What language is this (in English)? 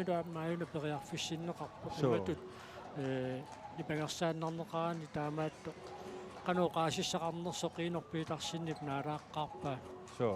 Kalaallisut